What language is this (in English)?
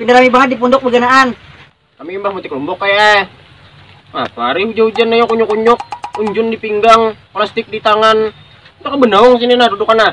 Banjar